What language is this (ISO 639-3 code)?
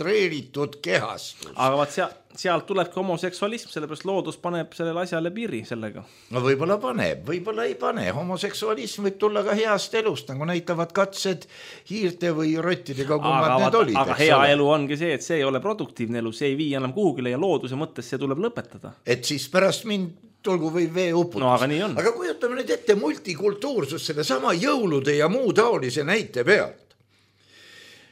est